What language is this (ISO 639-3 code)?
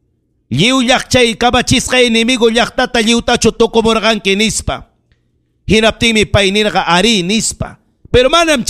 quy